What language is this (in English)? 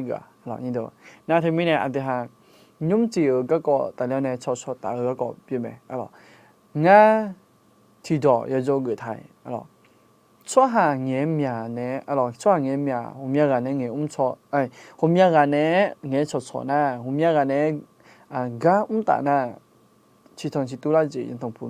Akha